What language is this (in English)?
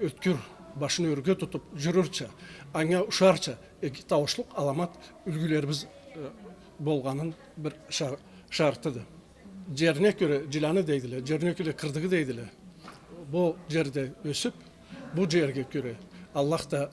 Karachay-Balkar